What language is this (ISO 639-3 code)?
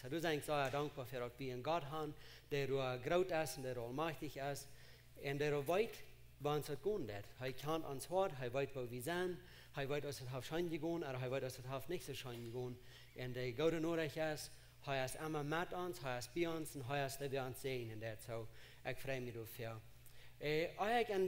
pdt